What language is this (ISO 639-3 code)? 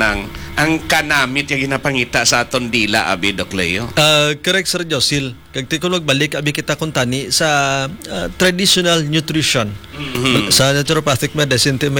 hil